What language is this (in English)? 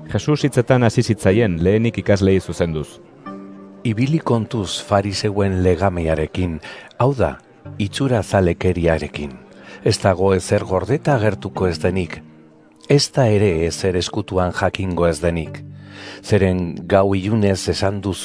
Basque